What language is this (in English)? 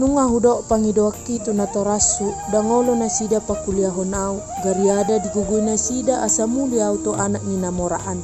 Batak Toba